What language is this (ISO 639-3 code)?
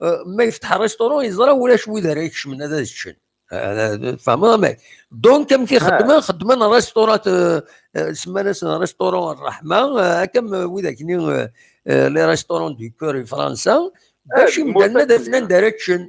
kab